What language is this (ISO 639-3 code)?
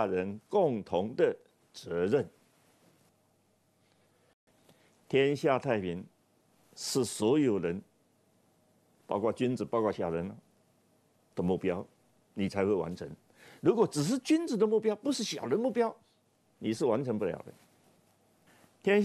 zho